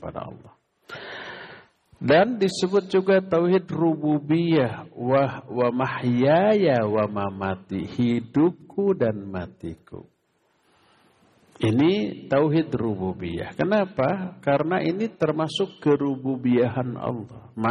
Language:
Indonesian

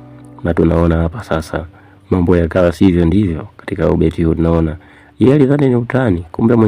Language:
Swahili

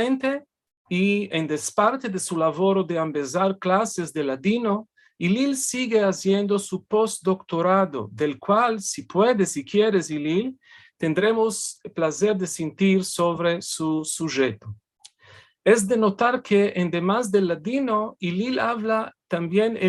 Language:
Ladino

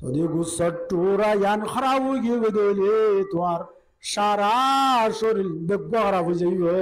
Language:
Rohingya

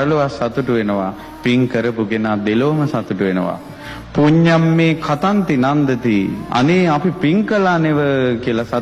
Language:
Sinhala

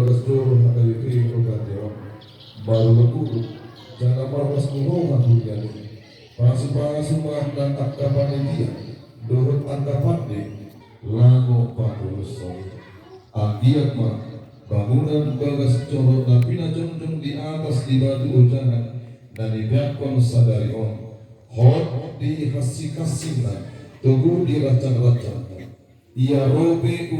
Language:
Batak Toba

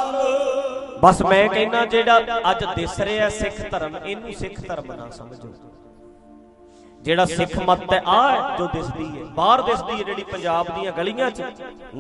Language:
Punjabi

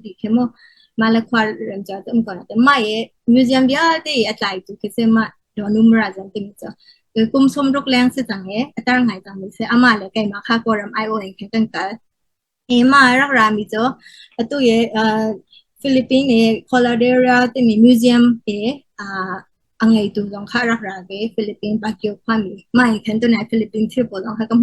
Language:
Hakha Chin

